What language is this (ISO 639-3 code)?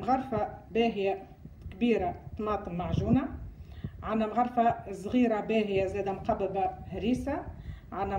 aeb